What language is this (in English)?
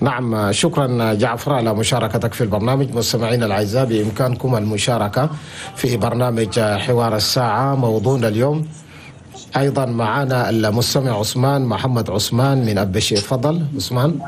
Chadian Arabic